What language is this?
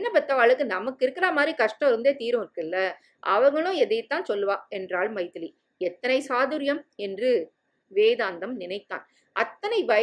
Tamil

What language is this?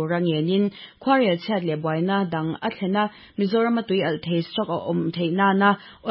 Mizo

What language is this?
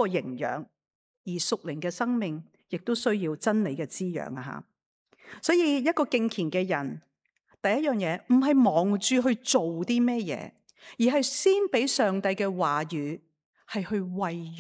Cantonese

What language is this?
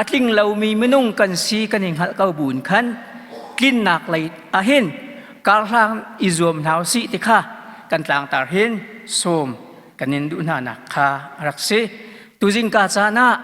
Hakha Chin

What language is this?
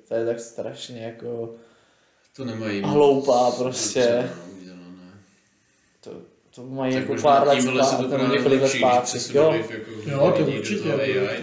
Czech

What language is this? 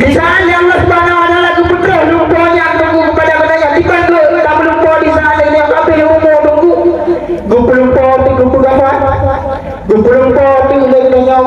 Achinese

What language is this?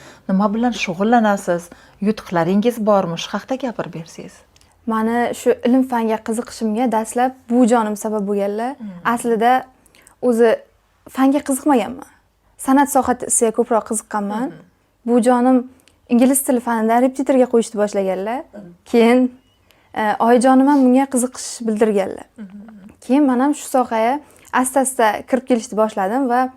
Uzbek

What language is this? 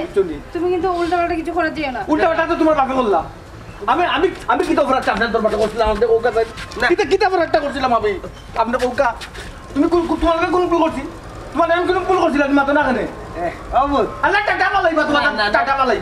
Sylheti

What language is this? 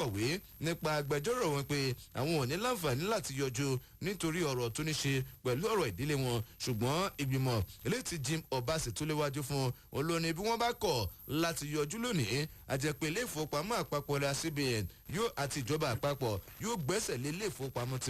Yoruba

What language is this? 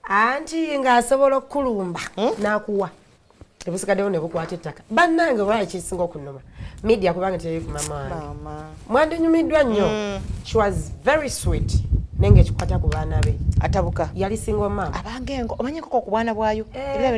Ganda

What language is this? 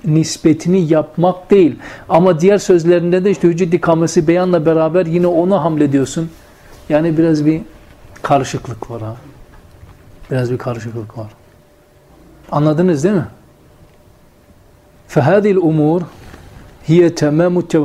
Turkish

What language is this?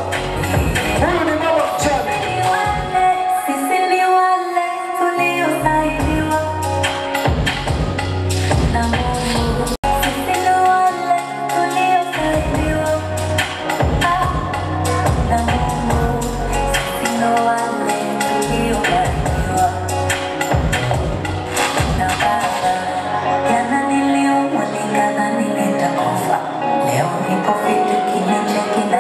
Swahili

